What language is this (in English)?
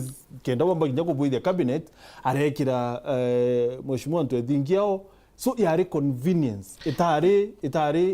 Meru